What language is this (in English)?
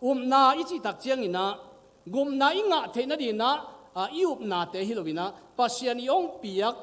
Tedim Chin